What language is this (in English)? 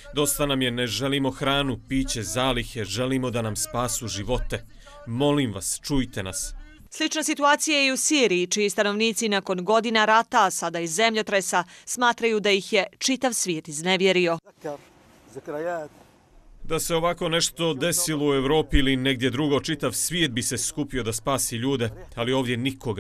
Bosnian